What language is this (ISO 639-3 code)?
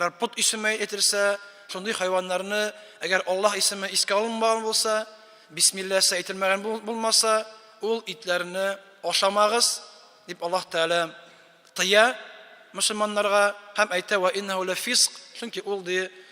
tat